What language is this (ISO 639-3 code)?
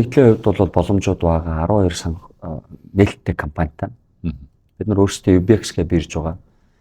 mon